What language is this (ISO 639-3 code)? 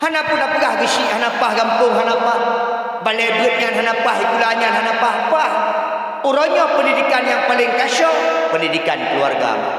ace